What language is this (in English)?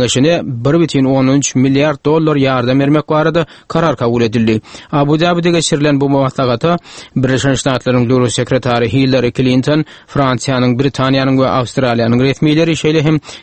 Turkmen